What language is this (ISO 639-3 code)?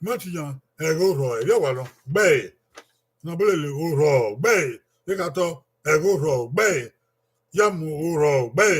bin